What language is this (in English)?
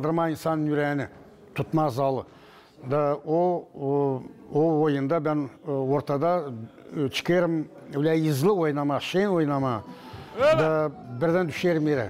Gagauz